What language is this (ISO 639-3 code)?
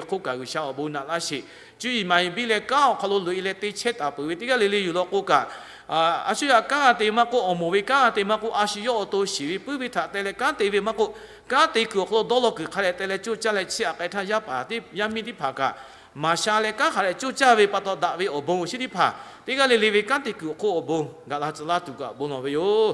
lhu